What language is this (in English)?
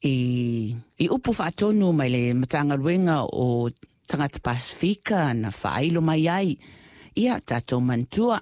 Samoan